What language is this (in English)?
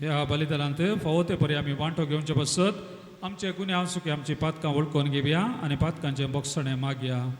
Konkani